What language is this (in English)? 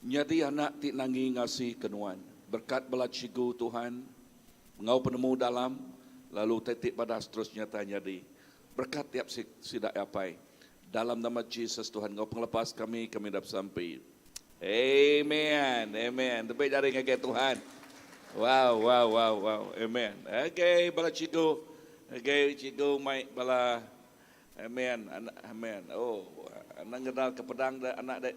Iban